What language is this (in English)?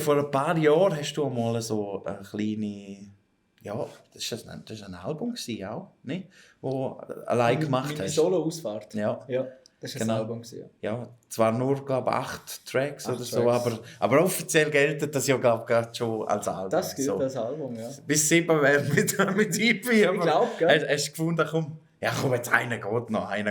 Swiss German